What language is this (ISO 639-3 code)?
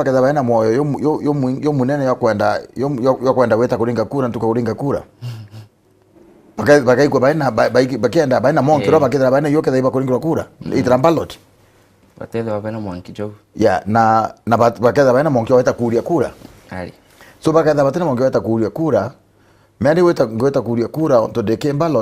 mer